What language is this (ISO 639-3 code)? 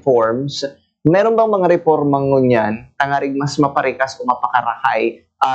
bik